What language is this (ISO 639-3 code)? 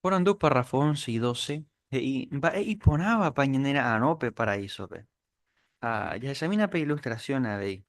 grn